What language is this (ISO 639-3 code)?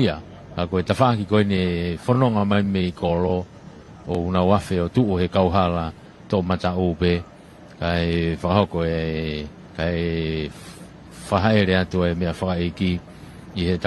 ton